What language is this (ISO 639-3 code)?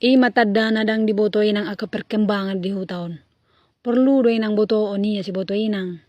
bbc